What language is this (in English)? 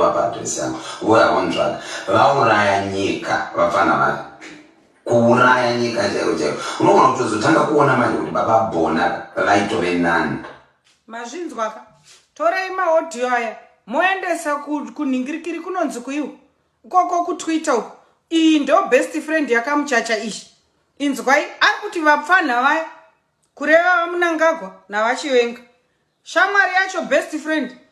Shona